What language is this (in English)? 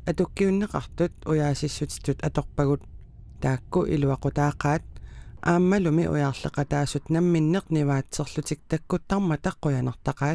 Kalaallisut